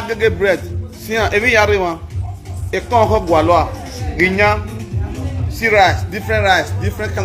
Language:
Nigerian Pidgin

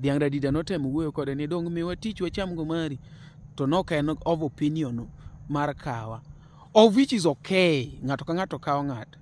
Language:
Luo (Kenya and Tanzania)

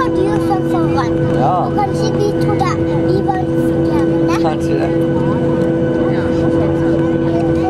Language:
Norwegian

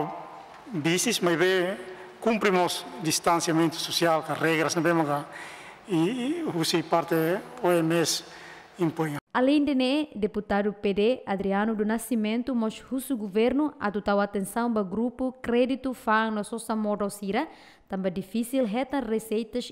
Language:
Tetum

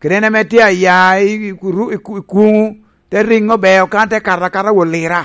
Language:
Lango (Uganda)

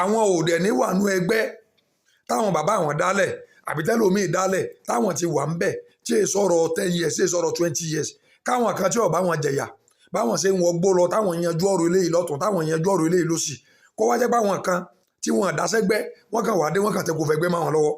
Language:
Yoruba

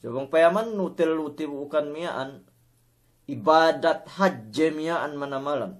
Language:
Yakan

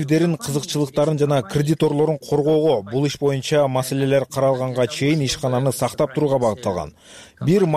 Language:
Kyrgyz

